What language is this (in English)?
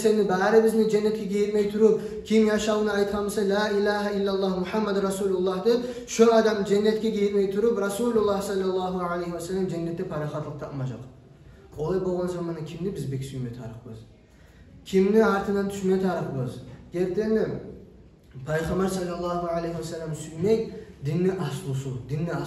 Kumyk